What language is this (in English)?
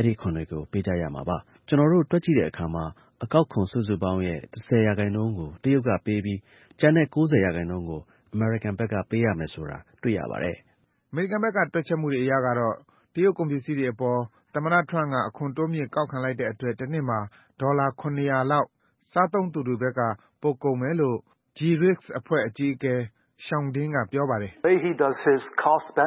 Burmese